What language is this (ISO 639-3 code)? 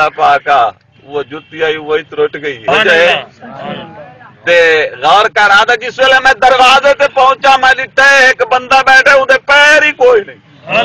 skr